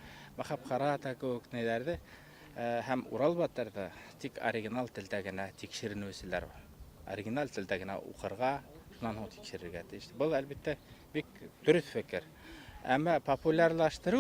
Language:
Bashkir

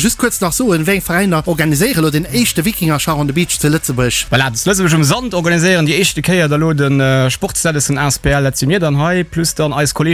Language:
Luxembourgish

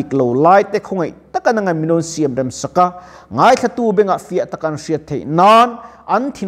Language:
Mizo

